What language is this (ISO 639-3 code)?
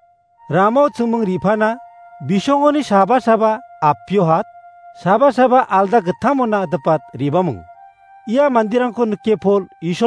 grt